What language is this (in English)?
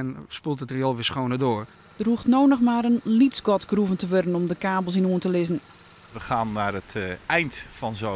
Western Frisian